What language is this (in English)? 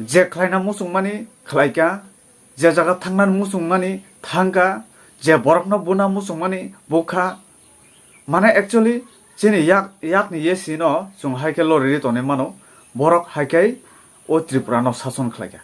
Kok Borok